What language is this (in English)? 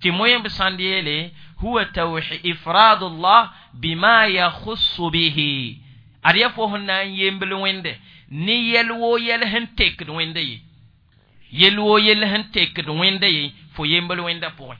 Mossi